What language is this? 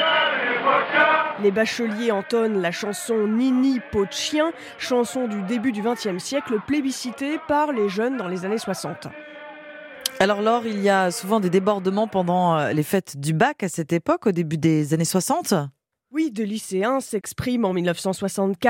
French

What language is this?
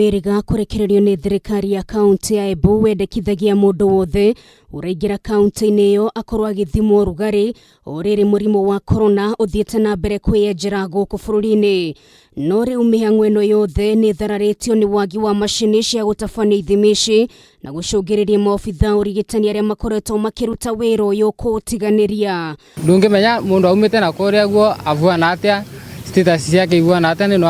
Kikuyu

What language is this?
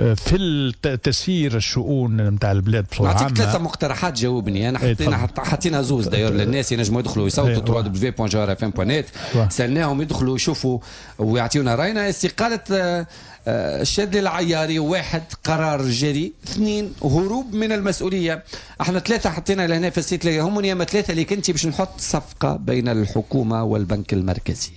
Tunisian Arabic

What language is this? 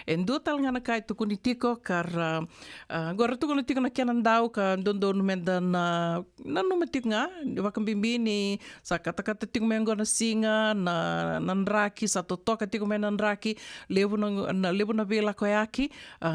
Fijian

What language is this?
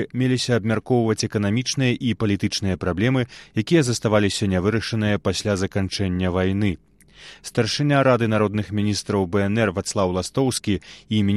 Belarusian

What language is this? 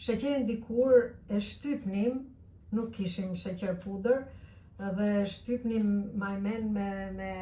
Albanian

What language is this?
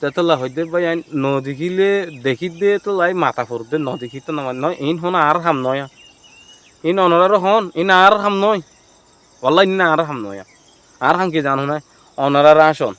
Rohingya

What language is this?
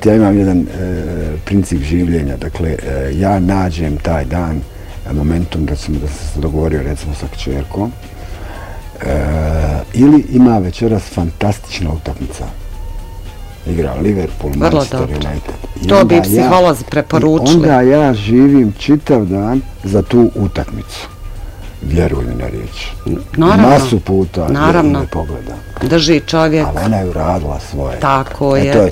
Bosnian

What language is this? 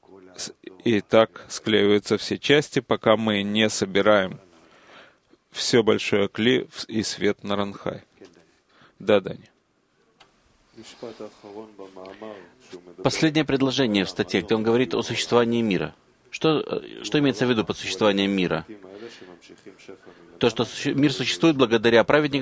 Russian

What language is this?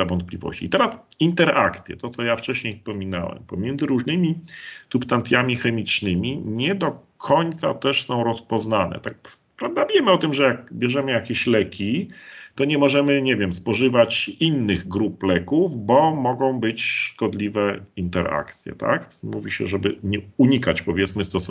Polish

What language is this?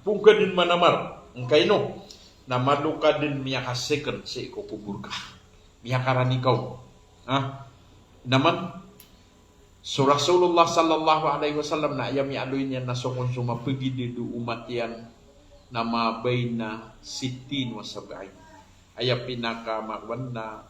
Maranao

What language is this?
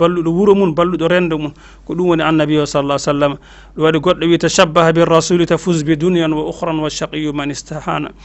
Fula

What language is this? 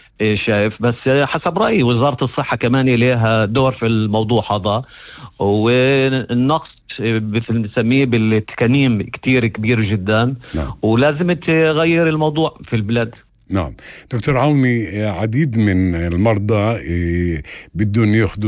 North Levantine Arabic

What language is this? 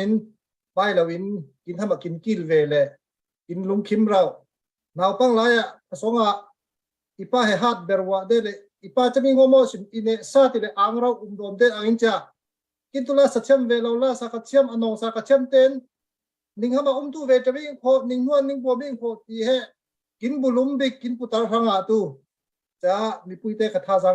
Falam Chin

